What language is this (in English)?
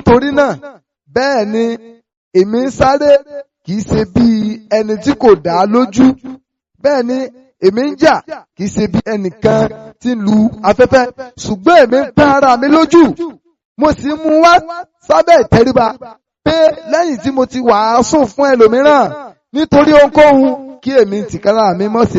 Yoruba